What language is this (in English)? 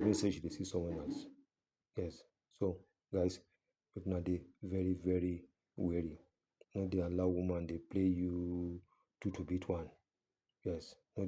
Nigerian Pidgin